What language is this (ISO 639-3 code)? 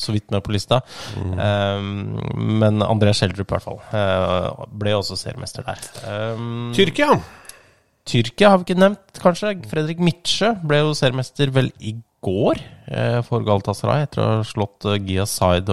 nor